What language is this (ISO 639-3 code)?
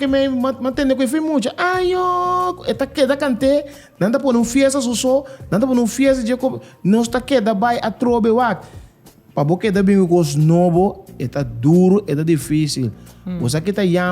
pap